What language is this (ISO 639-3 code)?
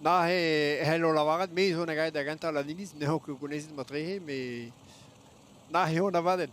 bre